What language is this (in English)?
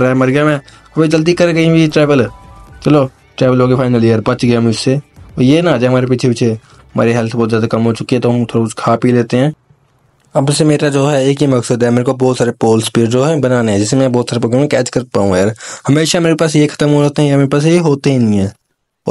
Hindi